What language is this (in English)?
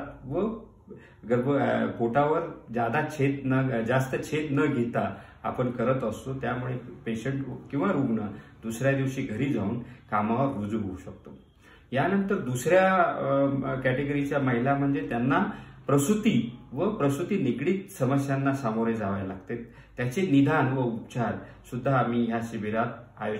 Marathi